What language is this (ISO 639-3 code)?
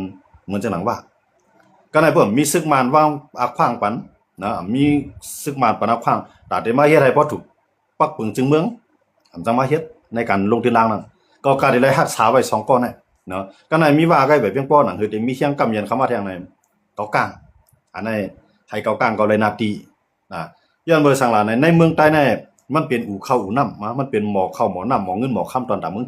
shn